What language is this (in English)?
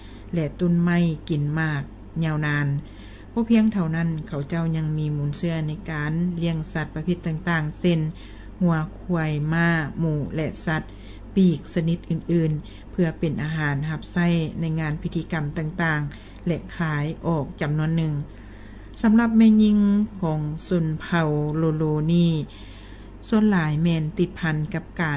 Lao